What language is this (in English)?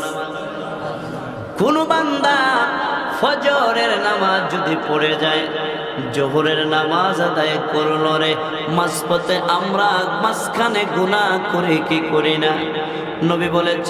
Bangla